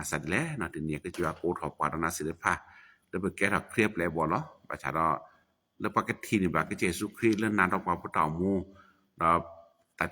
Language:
S'gaw Karen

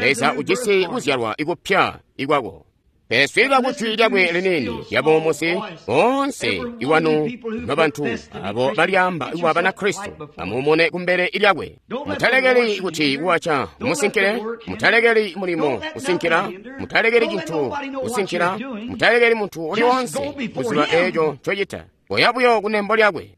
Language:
Tonga (Zambia)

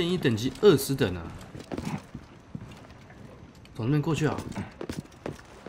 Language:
Chinese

